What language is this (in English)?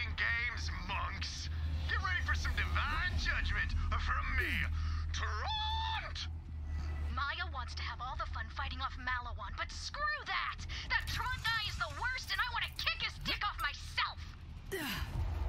English